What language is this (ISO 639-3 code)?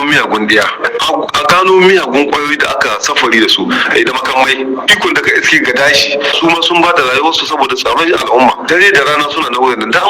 hau